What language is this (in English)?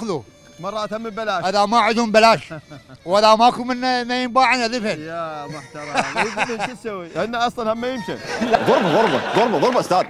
Mesopotamian Arabic